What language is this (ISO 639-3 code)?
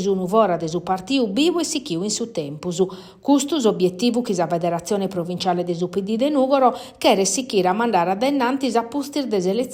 srd